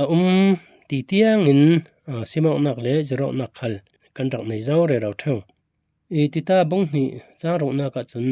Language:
Falam Chin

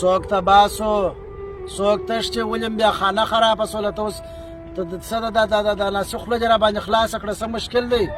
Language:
Pashto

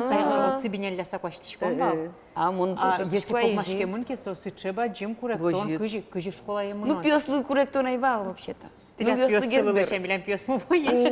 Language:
Udmurt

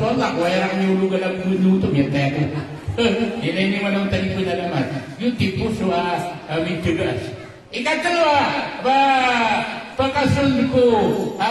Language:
Maranao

